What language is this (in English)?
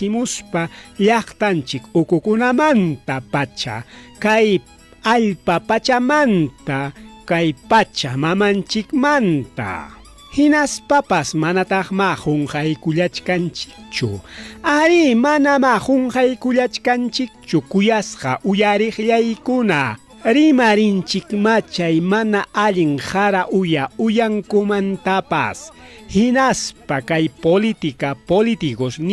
Ayacucho Quechua